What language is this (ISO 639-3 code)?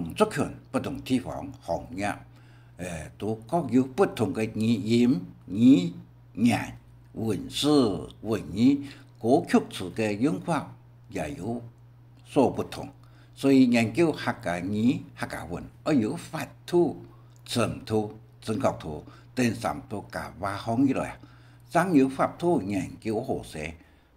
hak